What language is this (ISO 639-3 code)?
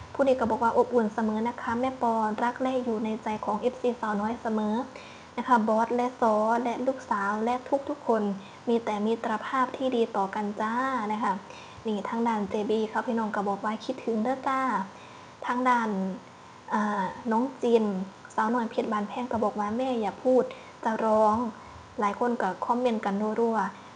tts